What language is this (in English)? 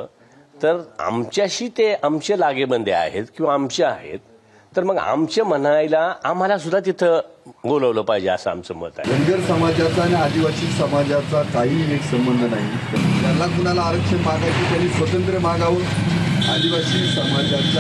Marathi